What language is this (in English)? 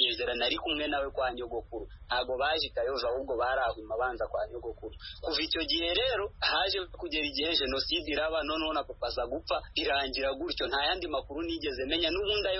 Kinyarwanda